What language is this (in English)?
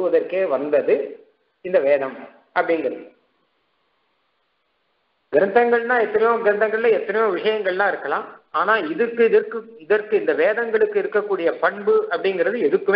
Tamil